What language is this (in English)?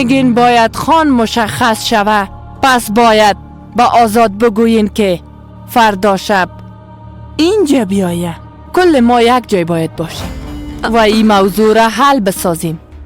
Persian